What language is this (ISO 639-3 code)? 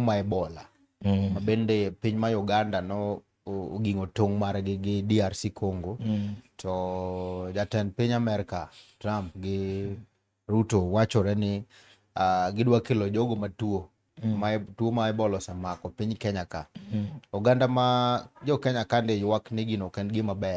luo